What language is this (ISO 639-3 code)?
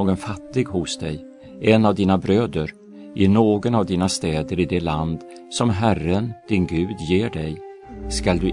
swe